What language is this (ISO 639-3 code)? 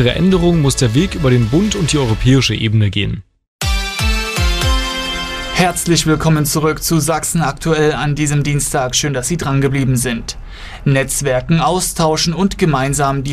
deu